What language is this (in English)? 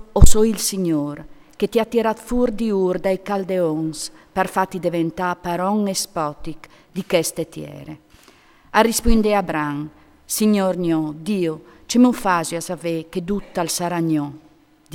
Friulian